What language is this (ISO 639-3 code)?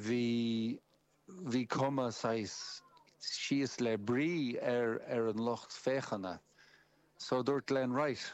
gle